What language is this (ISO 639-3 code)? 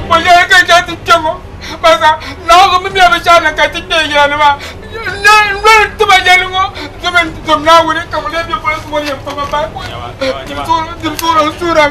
dag